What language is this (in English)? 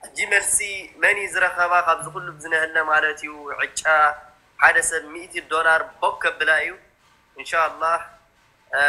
Tigrinya